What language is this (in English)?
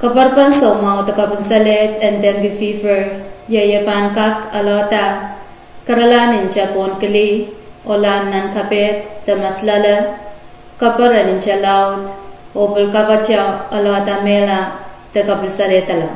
Pohnpeian